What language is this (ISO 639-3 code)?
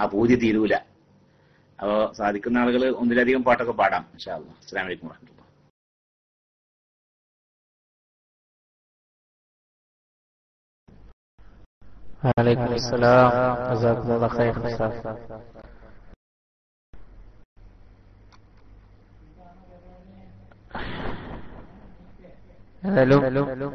mal